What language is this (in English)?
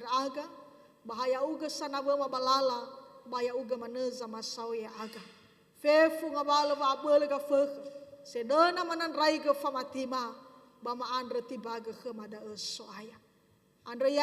Nias